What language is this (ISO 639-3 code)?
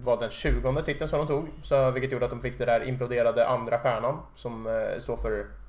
swe